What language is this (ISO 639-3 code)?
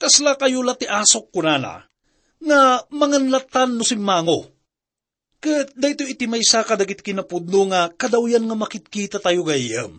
ilo